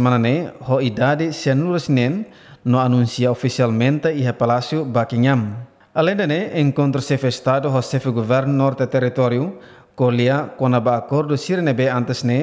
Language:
Tetum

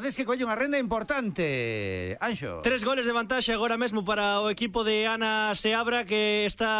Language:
Galician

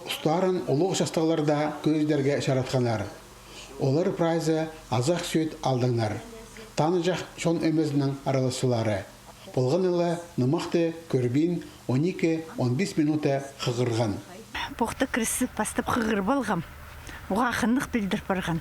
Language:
Khakas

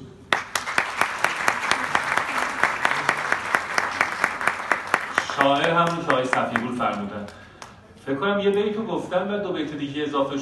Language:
Persian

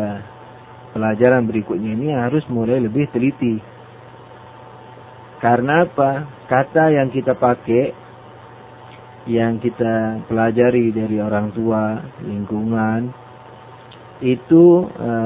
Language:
Indonesian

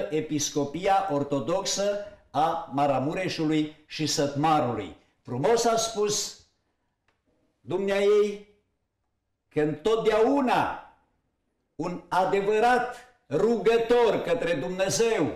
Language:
Romanian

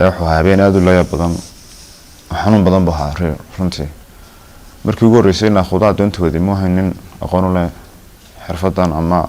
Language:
Somali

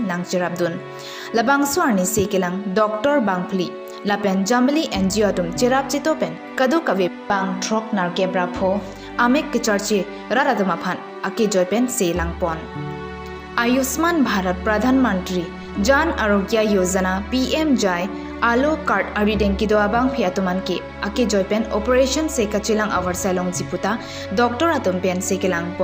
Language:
Karbi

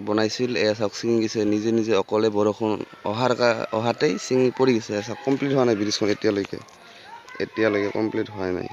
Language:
Assamese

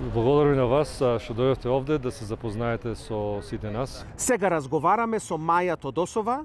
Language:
Macedonian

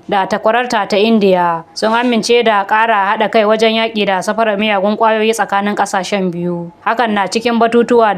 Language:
Hausa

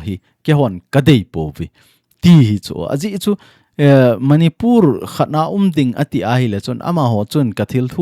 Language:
Thado Chin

